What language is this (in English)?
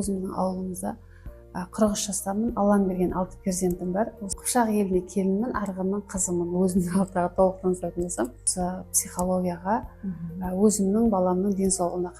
Kazakh